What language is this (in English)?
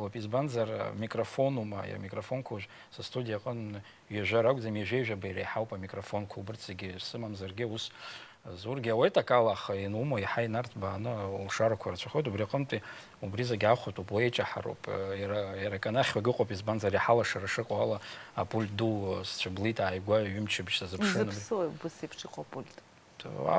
Abkhazian